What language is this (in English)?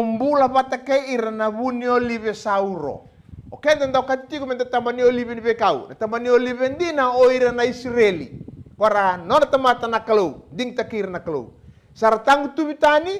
Fijian